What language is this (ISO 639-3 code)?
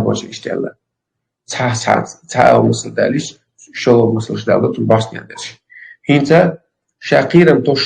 che